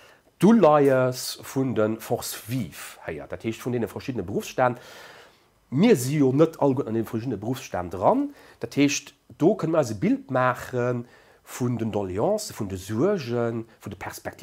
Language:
Luxembourgish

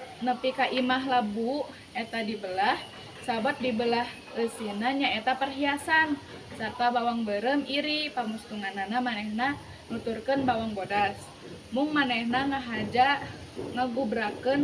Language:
Sundanese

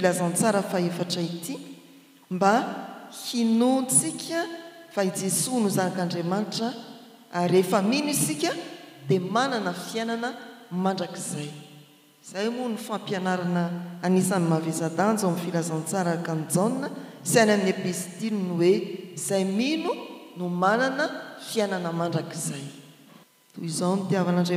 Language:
Malagasy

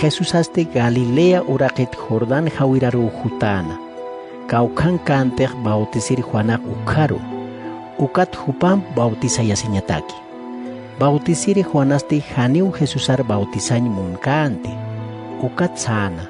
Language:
Aymara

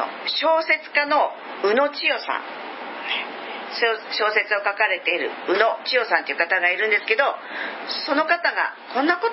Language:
Japanese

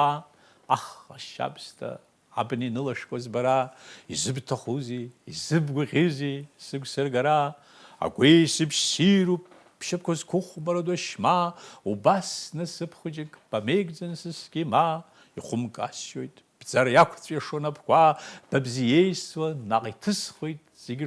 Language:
Abkhazian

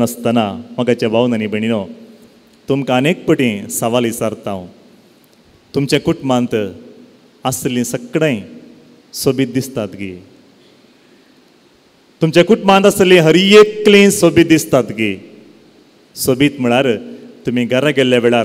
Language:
Konkani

